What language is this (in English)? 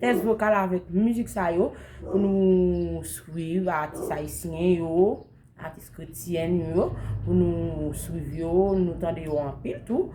Haitian Creole